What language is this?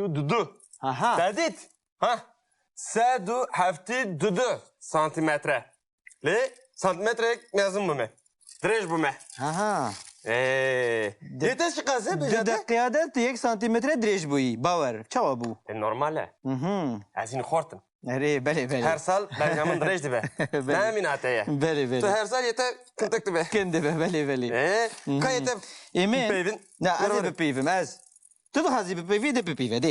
Kurdish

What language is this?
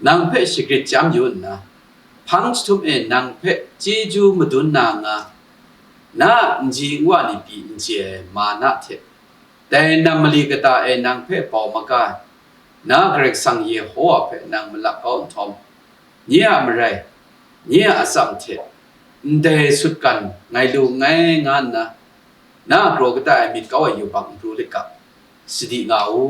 Kachin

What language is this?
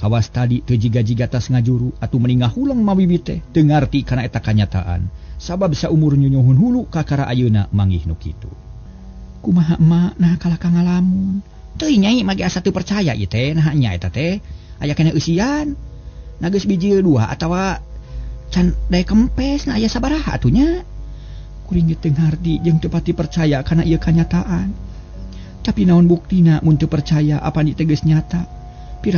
Sundanese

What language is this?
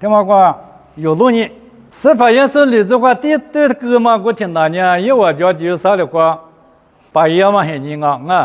Lisu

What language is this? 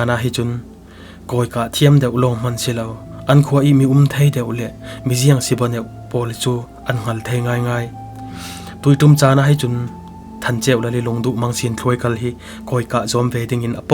Falam Chin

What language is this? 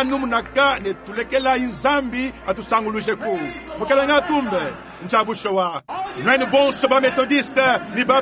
Luba-Lulua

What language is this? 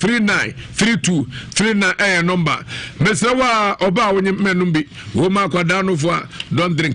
Akan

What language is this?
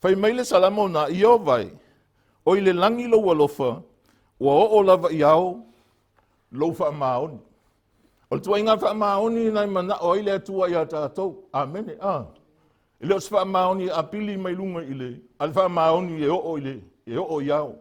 Samoan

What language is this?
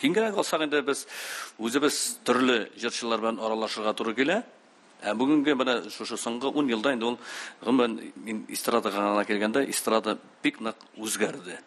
Tatar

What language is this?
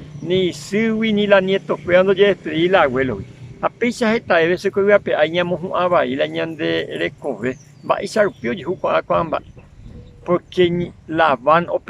Guarani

